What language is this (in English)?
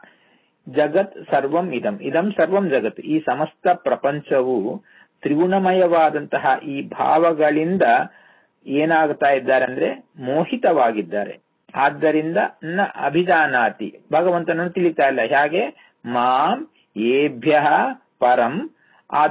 Kannada